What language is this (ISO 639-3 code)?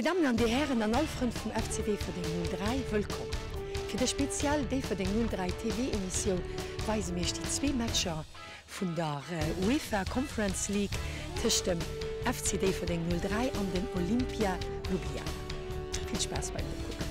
ltz